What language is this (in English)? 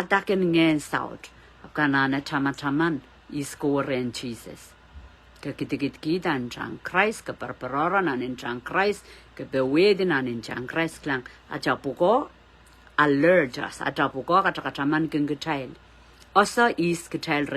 Pohnpeian